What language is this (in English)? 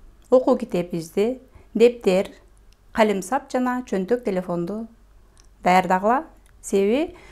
Kyrgyz